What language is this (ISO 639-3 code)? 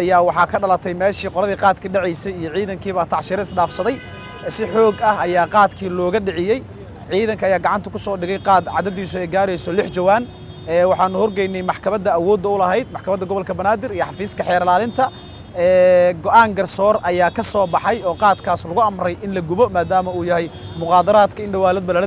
som